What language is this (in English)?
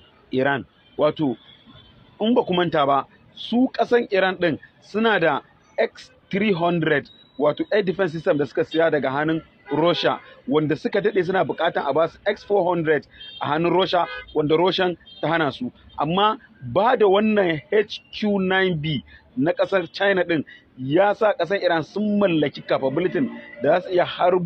Hausa